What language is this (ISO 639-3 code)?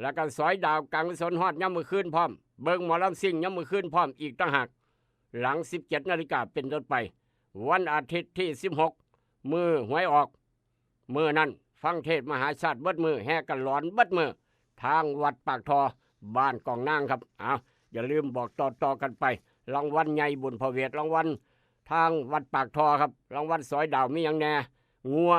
tts